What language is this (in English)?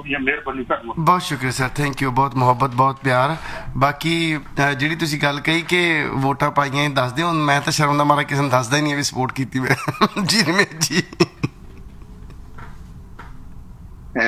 Punjabi